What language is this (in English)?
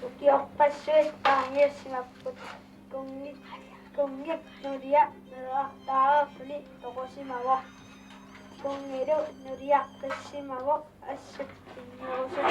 Kalaallisut